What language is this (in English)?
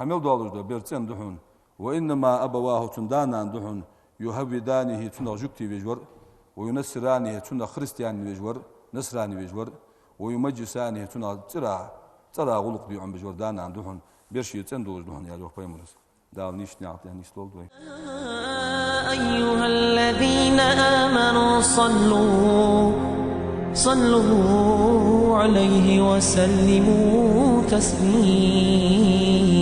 Ingush